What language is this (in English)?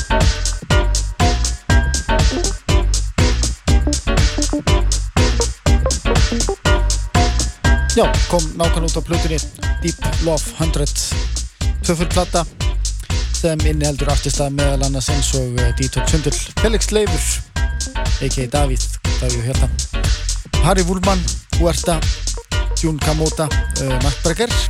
Icelandic